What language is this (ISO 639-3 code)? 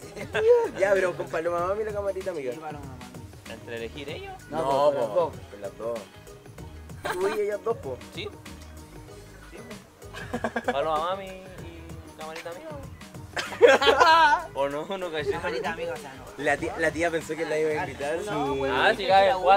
spa